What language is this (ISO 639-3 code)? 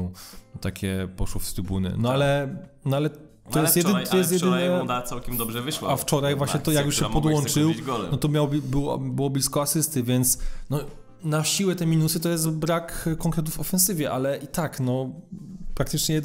pol